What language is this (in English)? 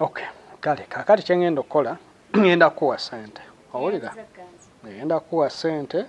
Ganda